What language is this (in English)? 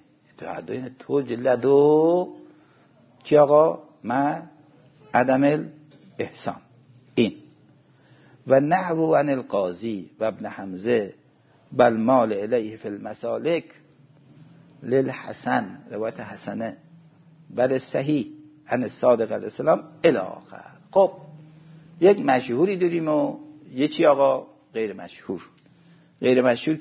Persian